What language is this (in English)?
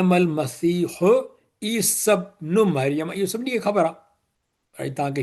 Sindhi